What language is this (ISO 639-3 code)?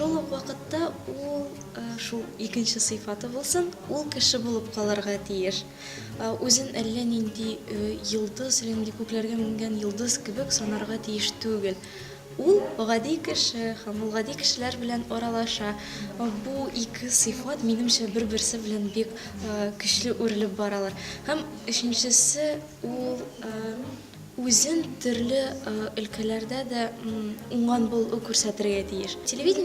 tat